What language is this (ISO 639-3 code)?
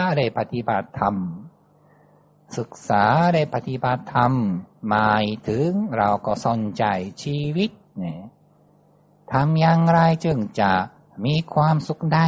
tha